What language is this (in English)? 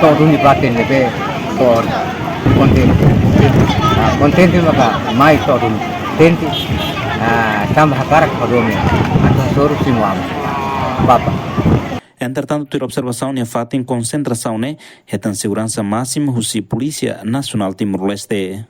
Tetum